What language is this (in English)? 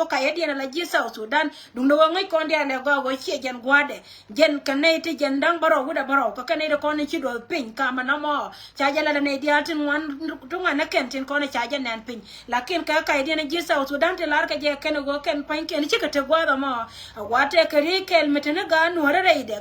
Nuer